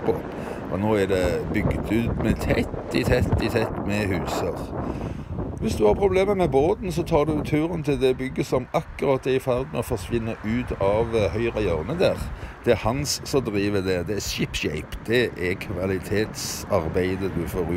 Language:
Norwegian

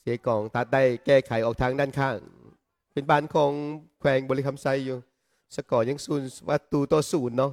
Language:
Lao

